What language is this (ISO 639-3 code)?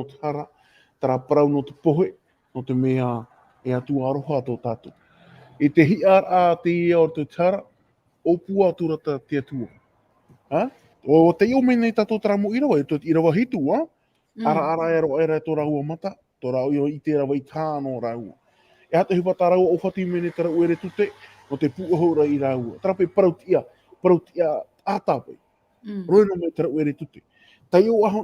tah